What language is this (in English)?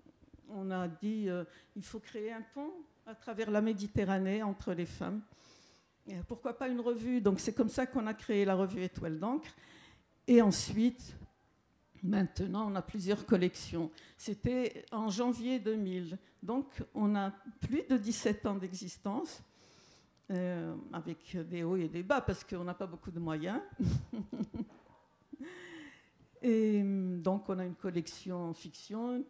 French